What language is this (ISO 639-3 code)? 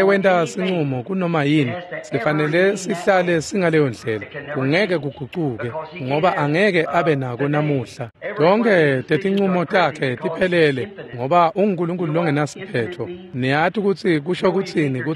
ssw